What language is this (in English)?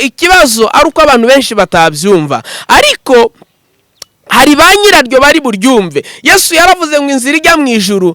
Kinyarwanda